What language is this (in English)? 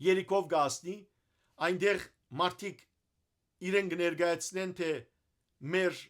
Western Armenian